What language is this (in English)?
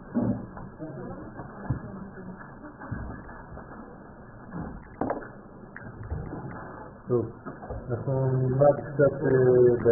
Hebrew